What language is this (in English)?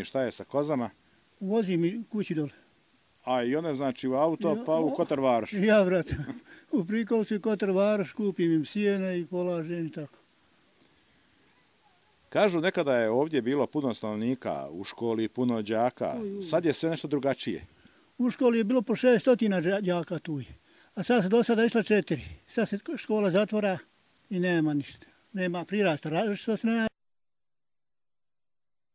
Bosnian